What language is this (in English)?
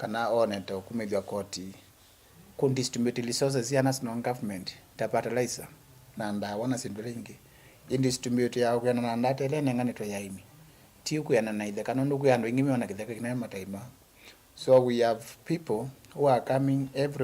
Kamba